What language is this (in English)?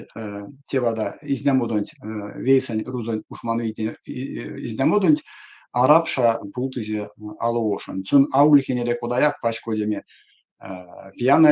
Erzya